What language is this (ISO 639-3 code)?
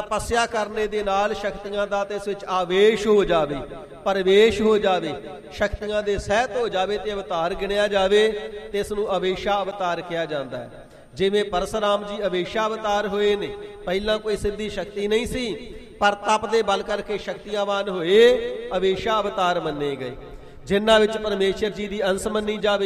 pan